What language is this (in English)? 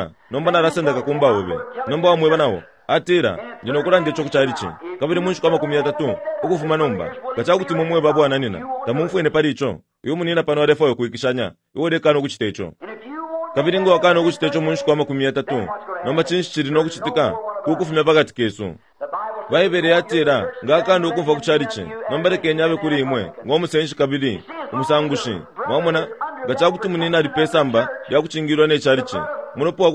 Bemba